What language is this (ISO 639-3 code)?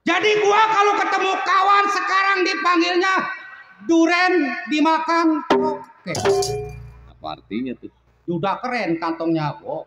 bew